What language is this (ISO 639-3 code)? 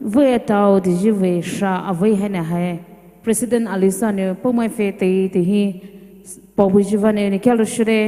pmx